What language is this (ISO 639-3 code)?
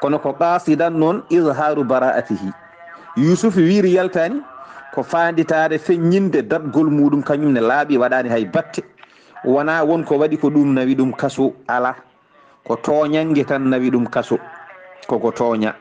ful